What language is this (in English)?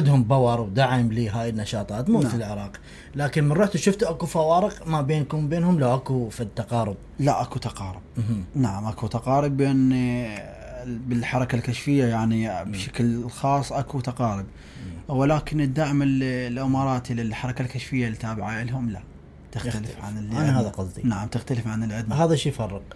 Mesopotamian Arabic